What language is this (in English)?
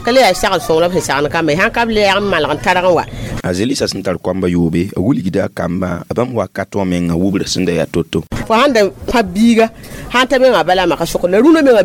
Mossi